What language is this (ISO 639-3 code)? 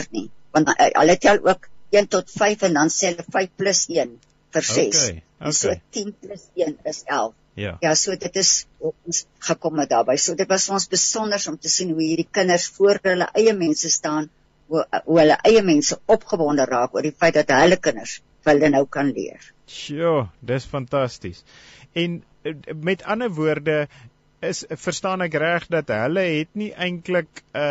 afr